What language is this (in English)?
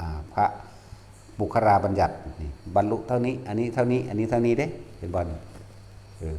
Northeastern Thai